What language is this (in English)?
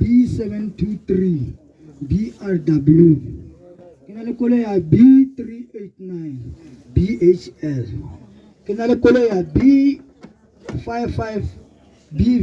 Tswana